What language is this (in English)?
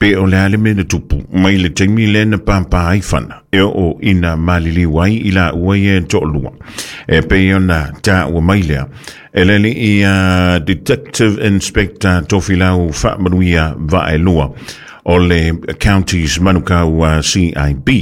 Samoan